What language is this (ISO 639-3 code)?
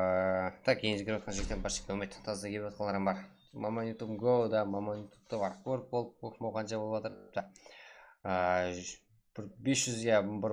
kaa